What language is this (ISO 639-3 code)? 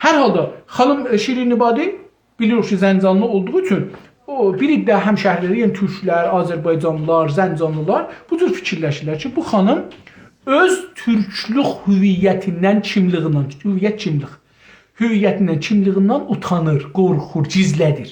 azb